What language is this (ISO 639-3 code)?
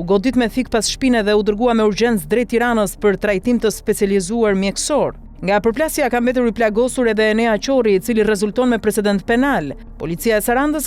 sqi